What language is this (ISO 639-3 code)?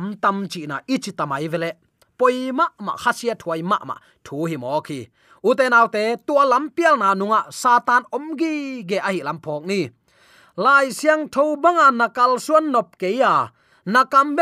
ctd